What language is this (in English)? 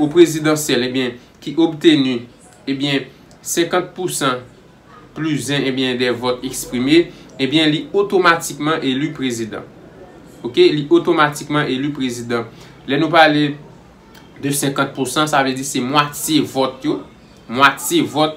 Haitian Creole